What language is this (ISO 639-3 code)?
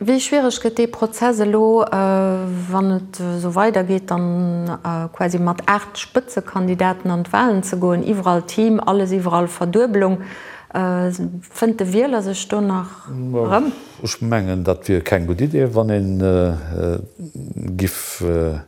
ltz